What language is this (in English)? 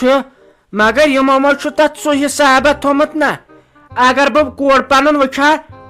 Kashmiri